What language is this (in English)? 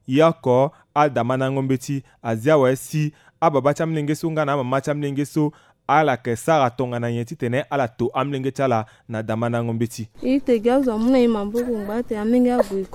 Sango